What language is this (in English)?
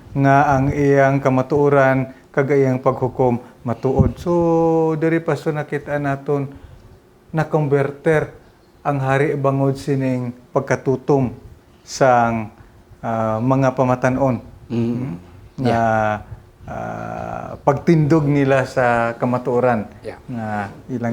Hiligaynon